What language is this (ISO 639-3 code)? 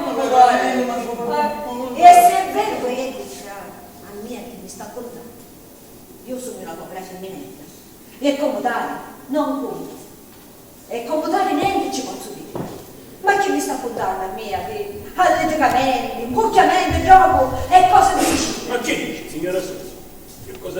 scn